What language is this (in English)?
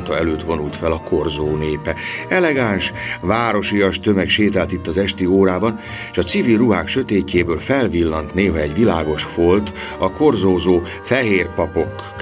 Hungarian